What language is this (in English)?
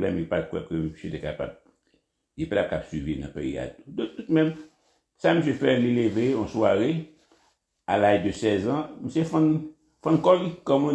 Haitian Creole